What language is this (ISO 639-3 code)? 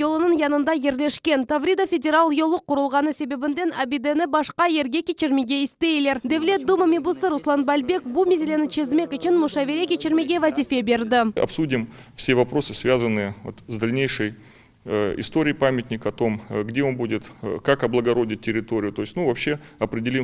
crh